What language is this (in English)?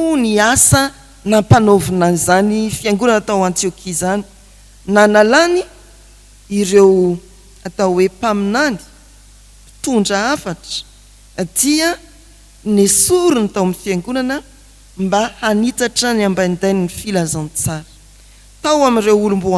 Malagasy